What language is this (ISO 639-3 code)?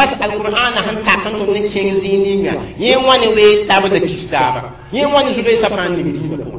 mos